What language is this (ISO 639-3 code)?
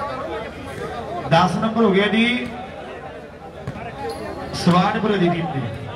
pan